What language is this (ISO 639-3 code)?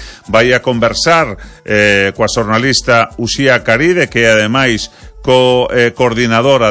glg